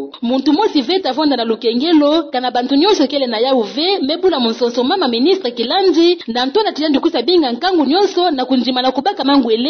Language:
Kituba (Democratic Republic of Congo)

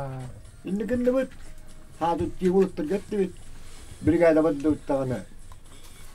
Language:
Yakut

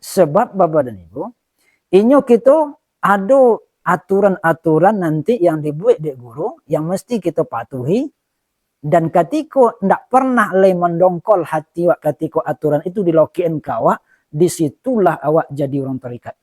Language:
Minangkabau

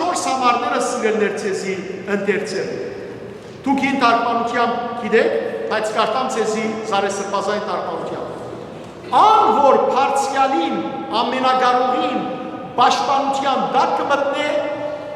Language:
Western Armenian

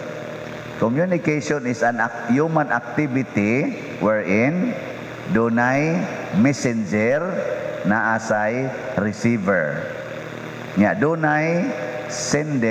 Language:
Cebuano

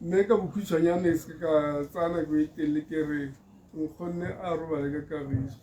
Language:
Tswana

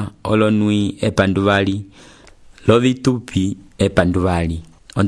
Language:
Umbundu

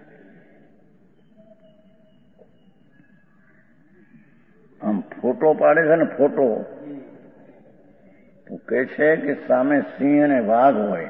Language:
Gujarati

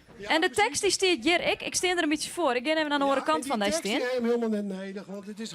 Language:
Western Frisian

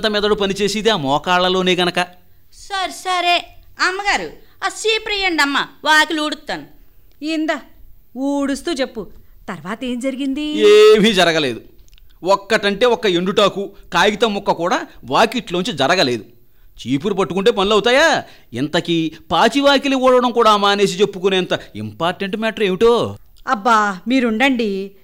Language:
Telugu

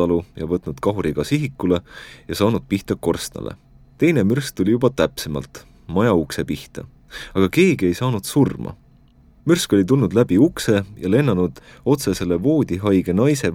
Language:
Estonian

